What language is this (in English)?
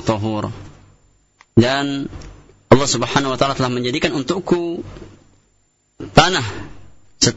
Indonesian